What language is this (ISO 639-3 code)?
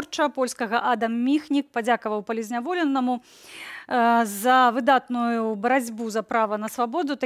bel